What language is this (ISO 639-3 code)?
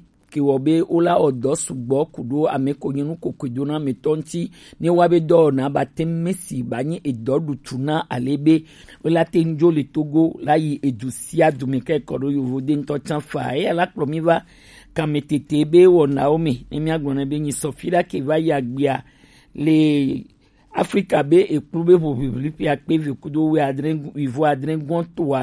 gej